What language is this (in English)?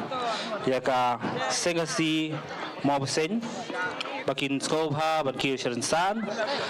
Khasi